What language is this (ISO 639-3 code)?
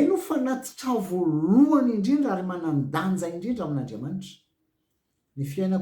mlg